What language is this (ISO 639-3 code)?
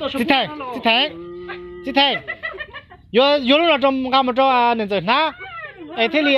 hmn